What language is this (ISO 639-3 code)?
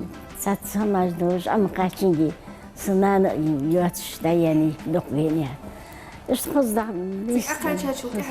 inh